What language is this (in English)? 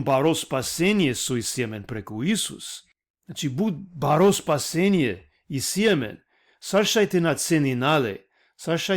Balkan Romani